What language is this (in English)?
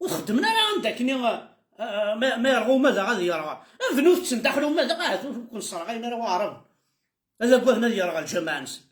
Kabyle